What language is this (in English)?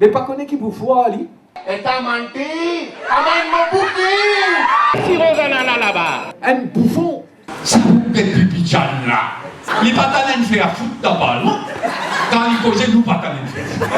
Morisyen